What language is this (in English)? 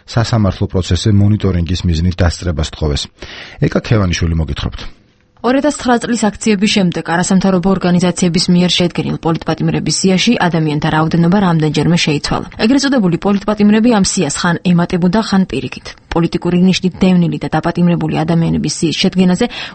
Georgian